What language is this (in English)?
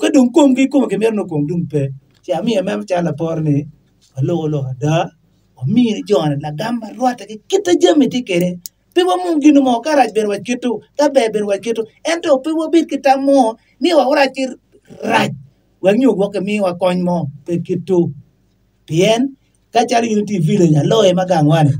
Acoli